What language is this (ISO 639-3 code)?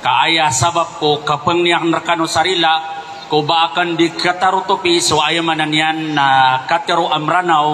mrw